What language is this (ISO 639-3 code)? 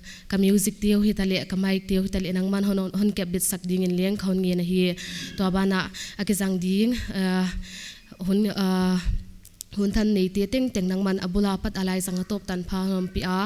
pck